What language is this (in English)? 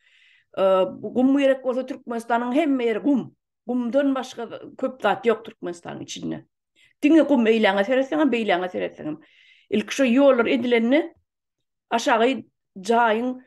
Turkmen